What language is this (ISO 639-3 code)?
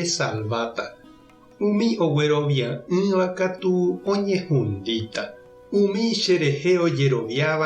grn